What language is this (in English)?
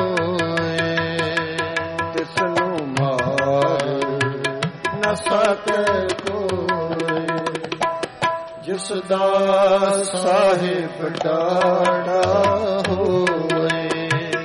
Punjabi